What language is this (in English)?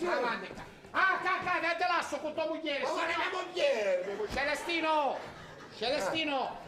Sicilian